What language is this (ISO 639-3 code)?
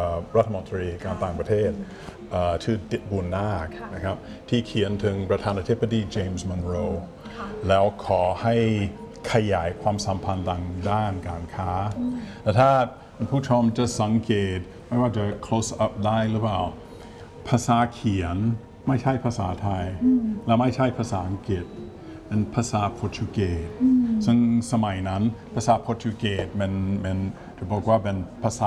tha